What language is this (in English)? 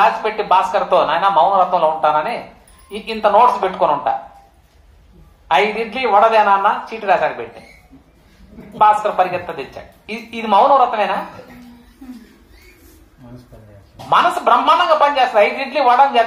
Telugu